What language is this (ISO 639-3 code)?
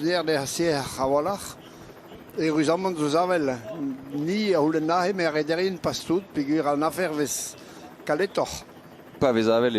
bre